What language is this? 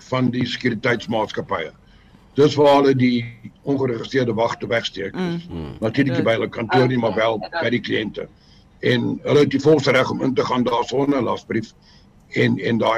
Afrikaans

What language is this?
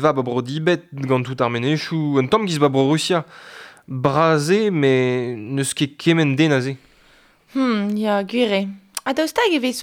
Breton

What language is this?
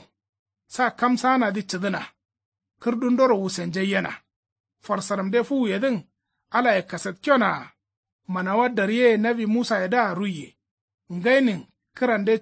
Kanuri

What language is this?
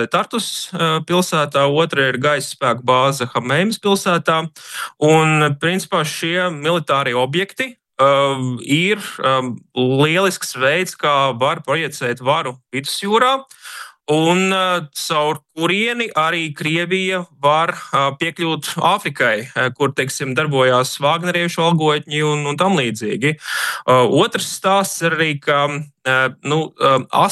Latvian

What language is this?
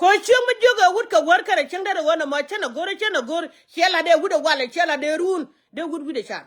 Nuer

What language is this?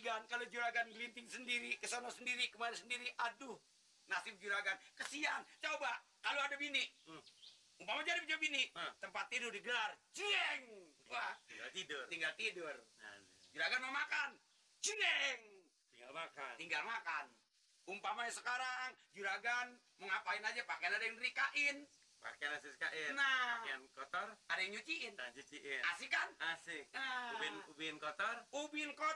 Betawi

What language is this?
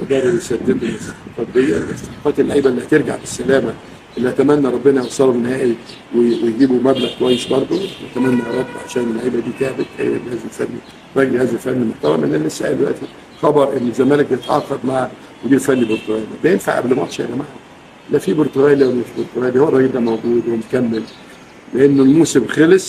Egyptian Arabic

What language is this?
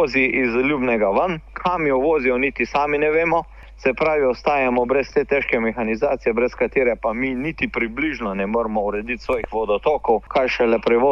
Slovenian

